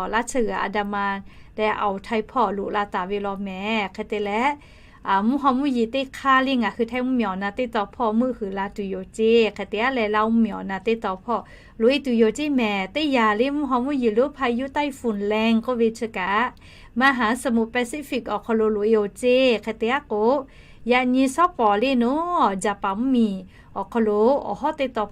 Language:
Lahu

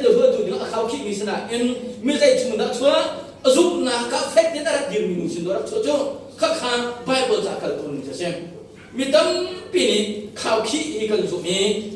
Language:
Hakha Chin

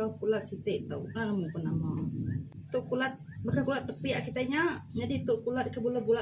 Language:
Iban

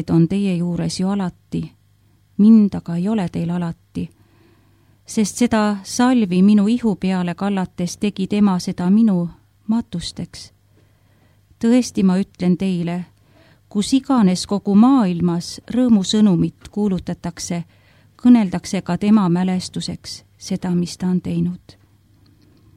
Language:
Estonian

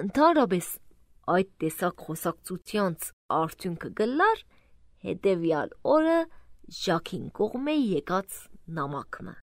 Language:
Armenian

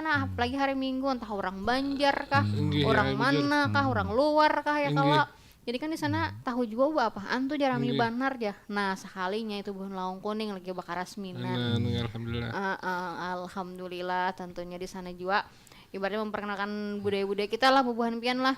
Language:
Banjar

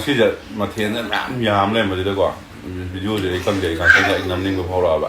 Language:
Manipuri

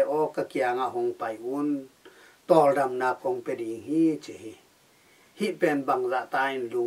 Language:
Tedim Chin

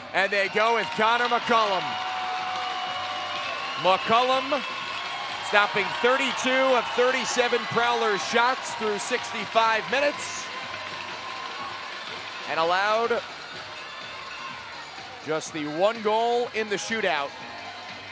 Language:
English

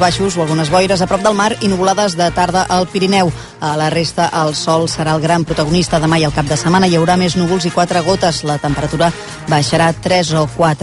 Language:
Catalan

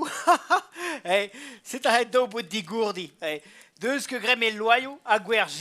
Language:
Breton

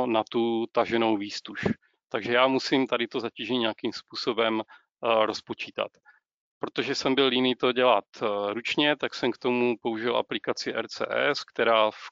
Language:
Czech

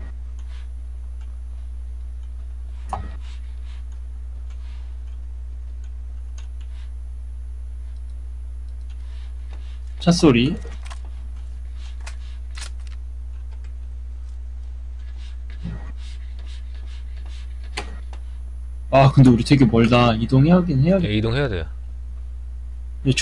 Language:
Korean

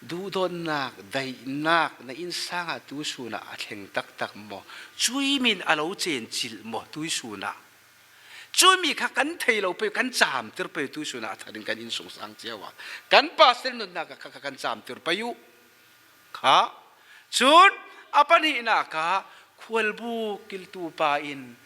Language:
Falam Chin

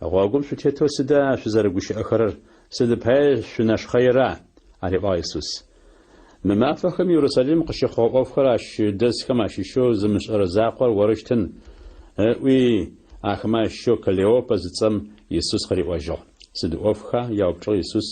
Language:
Adyghe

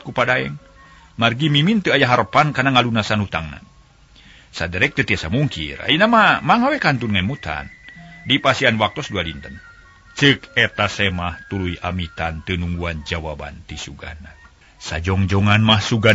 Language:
Sundanese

